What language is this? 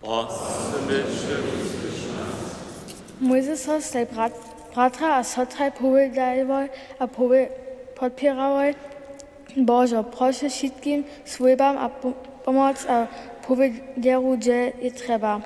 Upper Sorbian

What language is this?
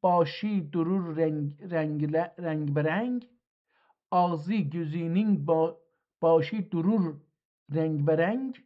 South Azerbaijani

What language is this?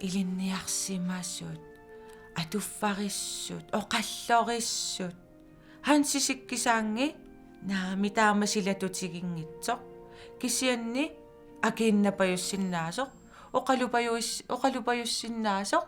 Kalaallisut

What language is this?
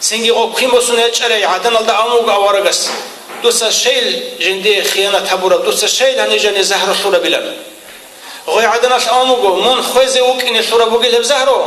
Avaric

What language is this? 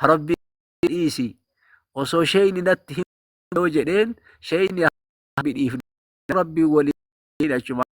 Oromo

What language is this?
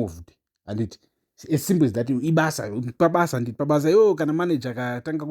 Shona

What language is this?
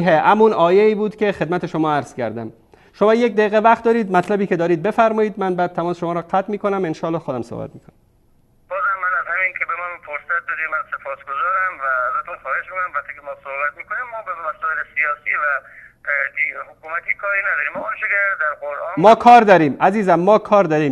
Persian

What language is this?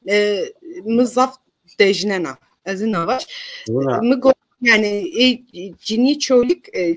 Zaza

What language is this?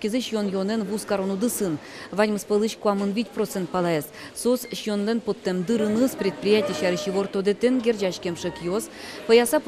Udmurt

